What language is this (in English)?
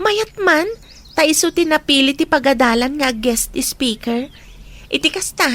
Iloko